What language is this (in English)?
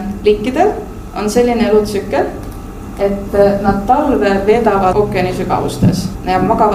Estonian